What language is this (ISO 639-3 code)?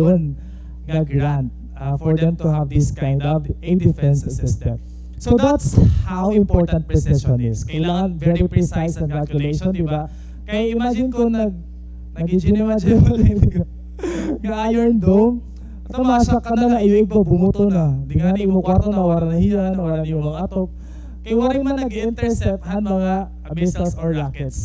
war